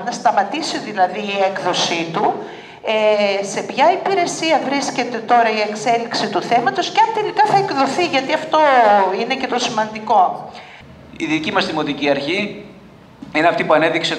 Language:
Greek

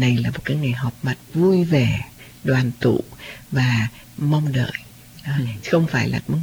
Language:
Vietnamese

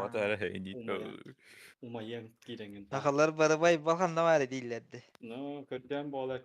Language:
Yakut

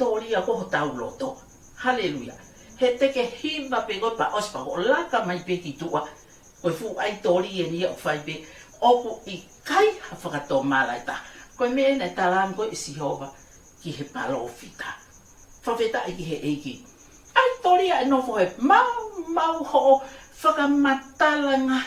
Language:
Tongan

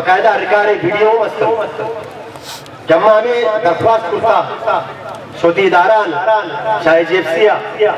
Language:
Urdu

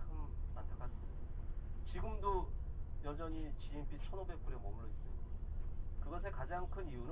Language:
Korean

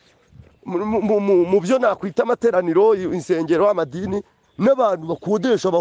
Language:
Kinyarwanda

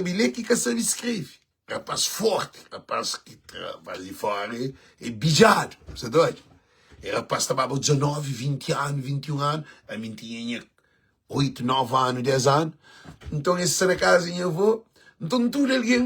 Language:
Kabuverdianu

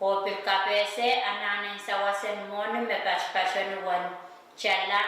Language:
Pohnpeian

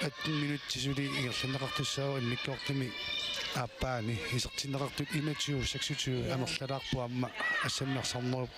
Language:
Kalaallisut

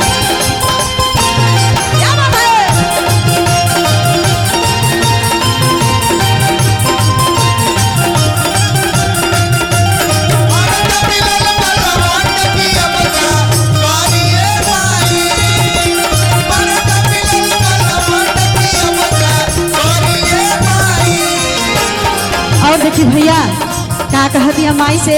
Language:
Bhojpuri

